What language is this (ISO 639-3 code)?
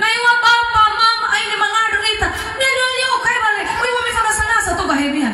nia